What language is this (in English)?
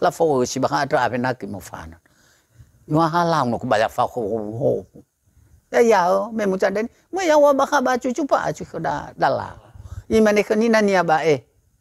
Nias